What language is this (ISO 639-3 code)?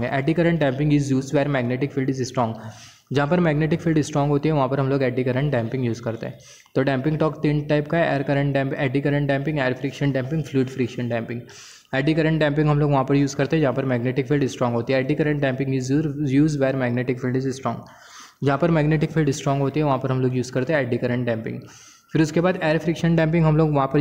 hin